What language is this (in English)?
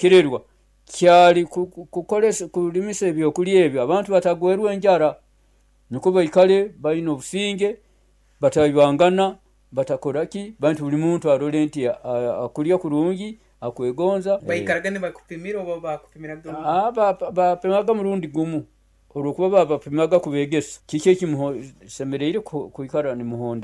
Nyoro